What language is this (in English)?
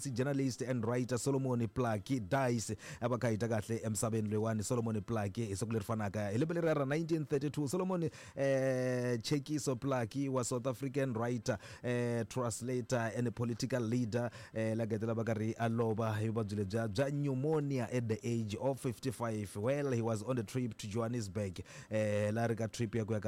Tsonga